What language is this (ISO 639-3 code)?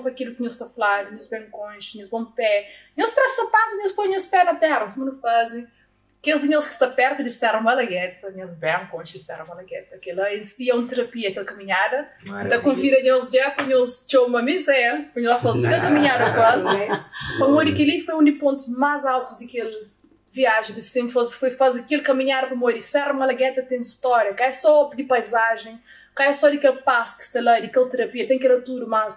kea